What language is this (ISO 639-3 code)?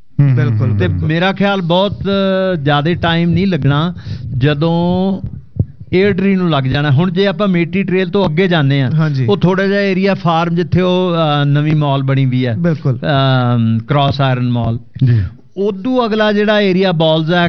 pan